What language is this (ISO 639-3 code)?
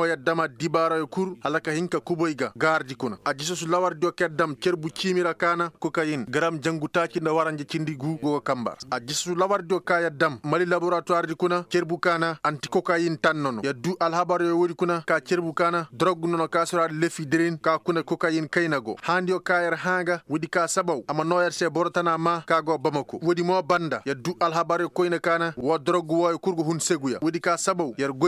ses